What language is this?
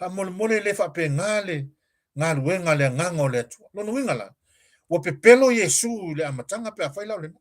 Samoan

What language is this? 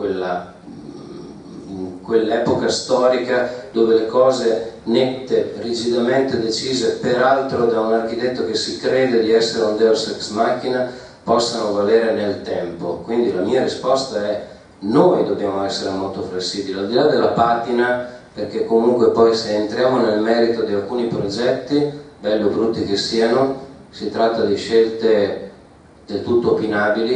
Italian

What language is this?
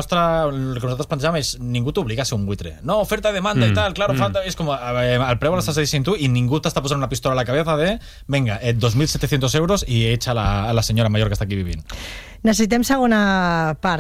Catalan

